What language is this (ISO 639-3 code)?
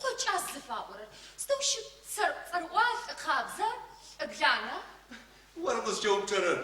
ady